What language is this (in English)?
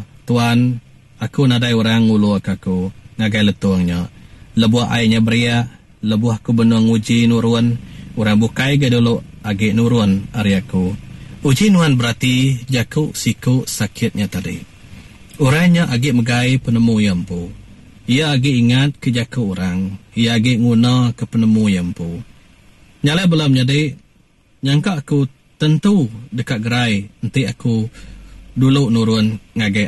Iban